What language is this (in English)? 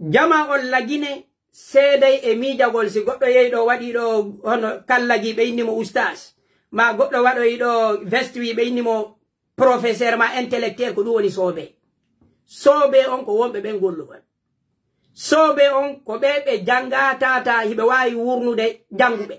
Pular